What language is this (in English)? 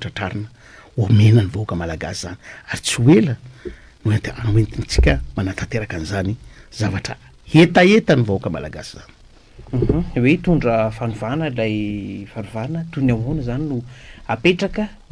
Malagasy